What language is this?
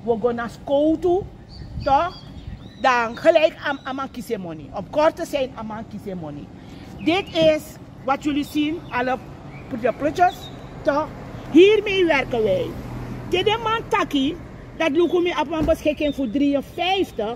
Sranan Tongo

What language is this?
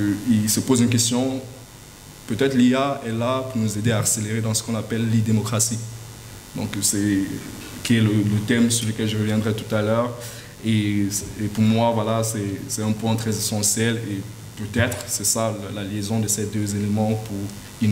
French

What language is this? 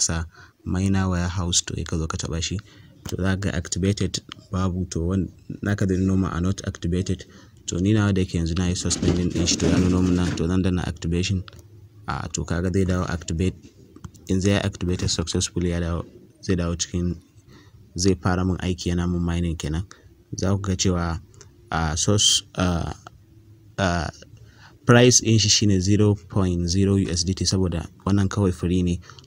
Hausa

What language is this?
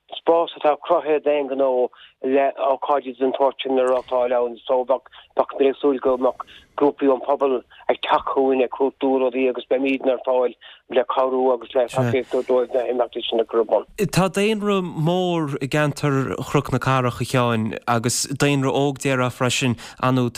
Irish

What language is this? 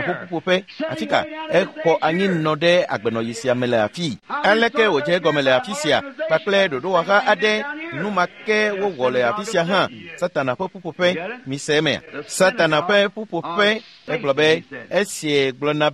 Ewe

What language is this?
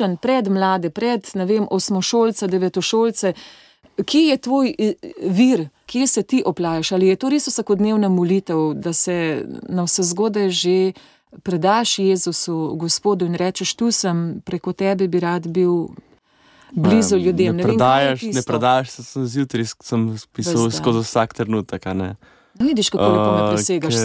Slovenian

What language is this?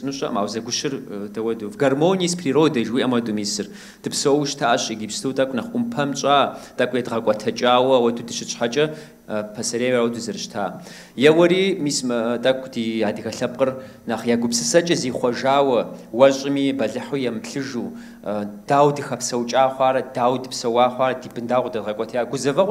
Kabardian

